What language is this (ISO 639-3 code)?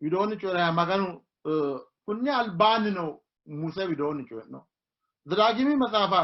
sid